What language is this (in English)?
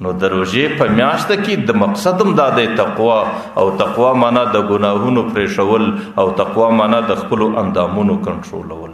Pashto